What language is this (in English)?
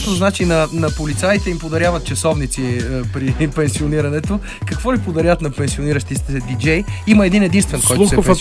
Bulgarian